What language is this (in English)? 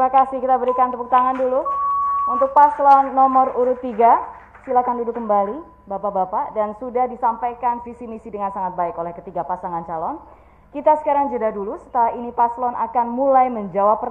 Indonesian